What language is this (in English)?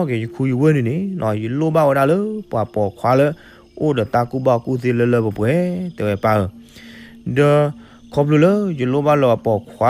S'gaw Karen